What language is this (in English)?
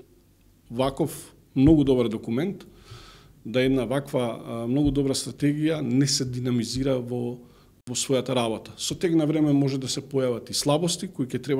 Macedonian